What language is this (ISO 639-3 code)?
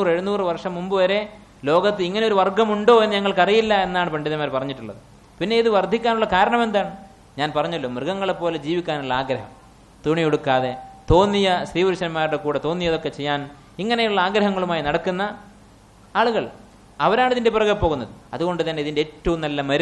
mal